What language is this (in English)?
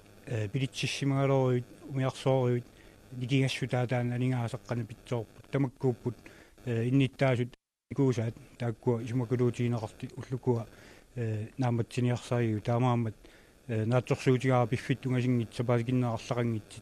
Kalaallisut